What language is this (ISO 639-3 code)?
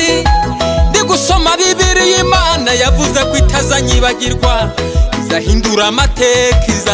kin